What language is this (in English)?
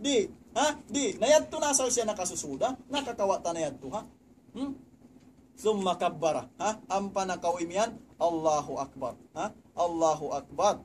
Tausug